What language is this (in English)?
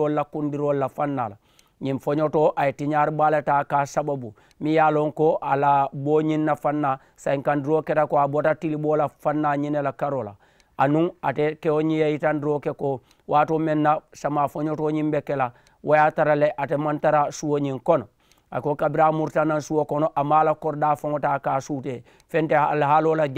Mandingo